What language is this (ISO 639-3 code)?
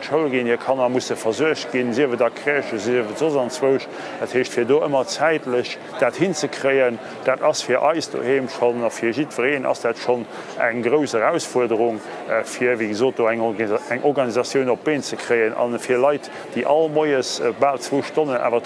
ltz